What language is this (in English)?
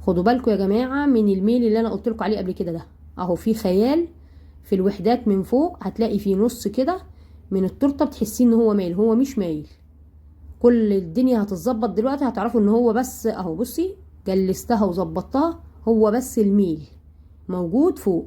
Egyptian Arabic